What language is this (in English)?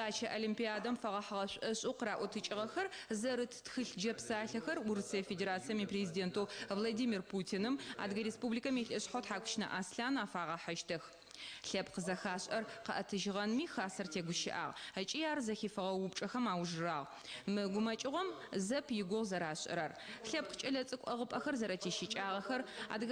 Adyghe